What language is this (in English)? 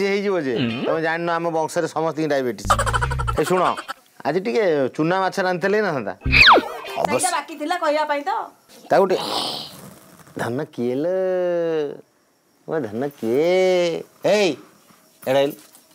Odia